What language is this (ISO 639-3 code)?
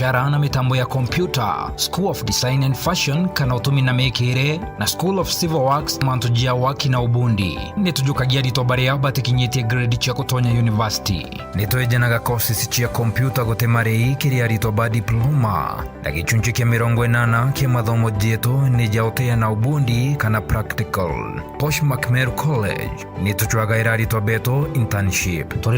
mer